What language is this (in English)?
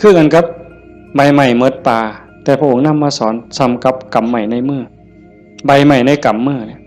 Northeastern Thai